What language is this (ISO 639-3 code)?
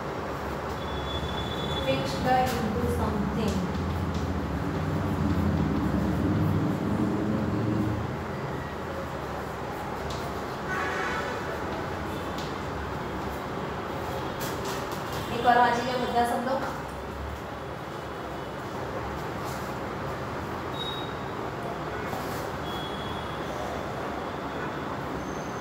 guj